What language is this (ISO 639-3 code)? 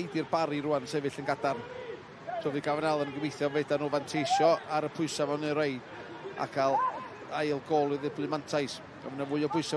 cym